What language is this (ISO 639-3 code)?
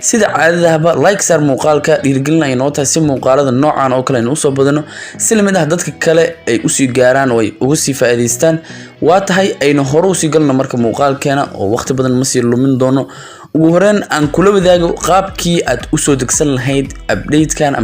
som